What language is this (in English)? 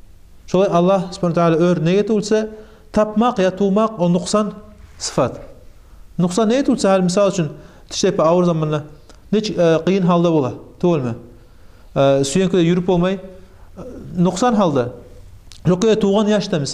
Kumyk